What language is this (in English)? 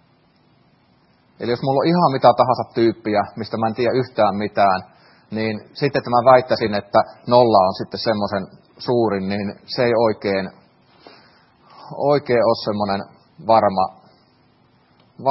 Finnish